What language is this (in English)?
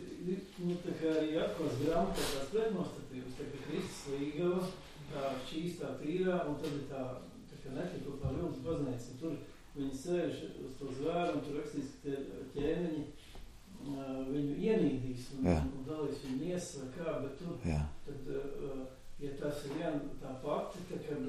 Latvian